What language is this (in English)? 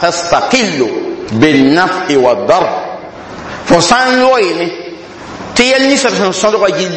Mossi